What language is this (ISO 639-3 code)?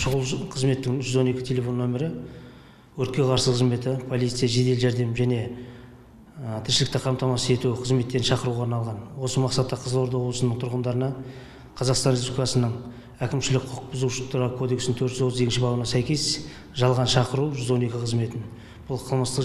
kaz